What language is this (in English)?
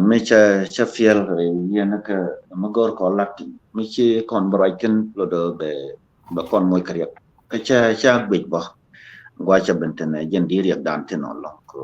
Nuer